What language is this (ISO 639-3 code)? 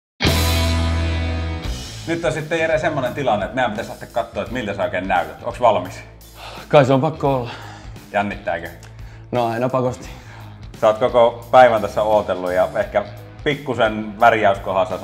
fin